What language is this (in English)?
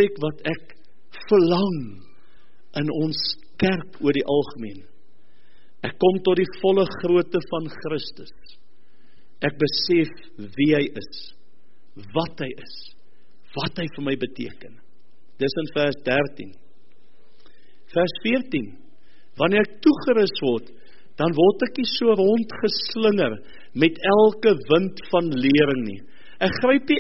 Afrikaans